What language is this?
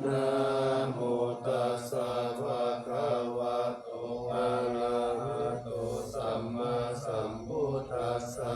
Pali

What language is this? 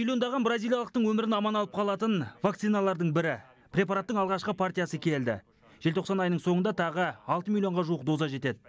Kazakh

